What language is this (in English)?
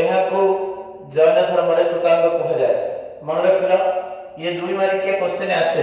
Odia